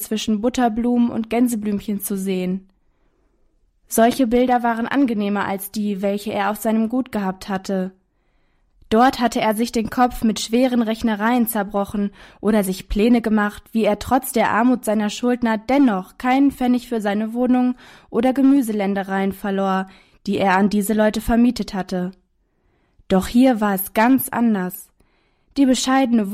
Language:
German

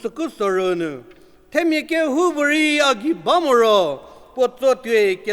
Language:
Angami Naga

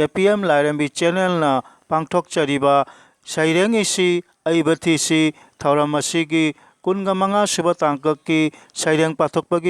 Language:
Manipuri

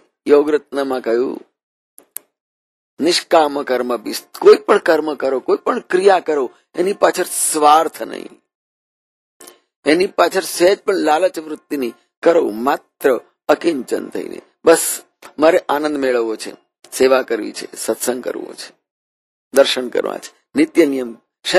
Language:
Gujarati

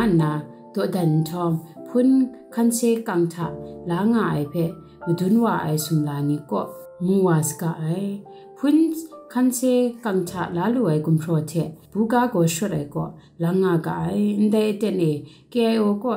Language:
Kachin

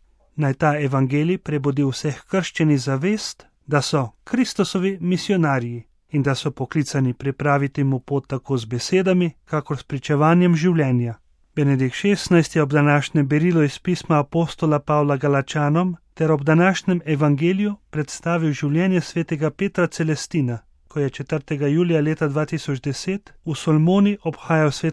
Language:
Slovenian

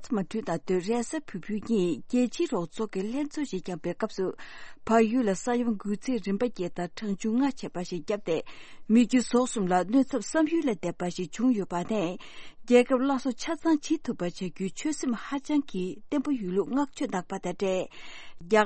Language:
Tibetan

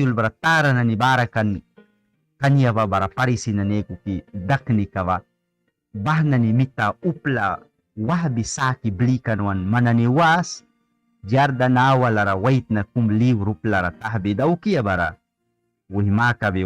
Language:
Mískito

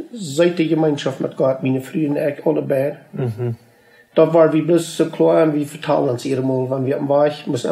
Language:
Plautdietsch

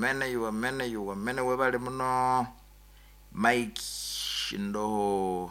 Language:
Nyoro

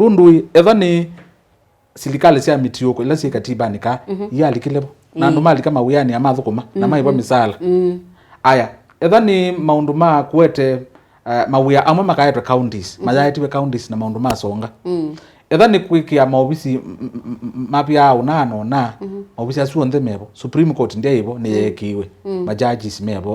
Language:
Kamba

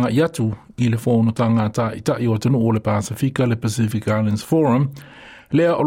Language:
Samoan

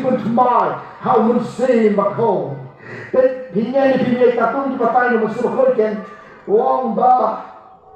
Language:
Khasi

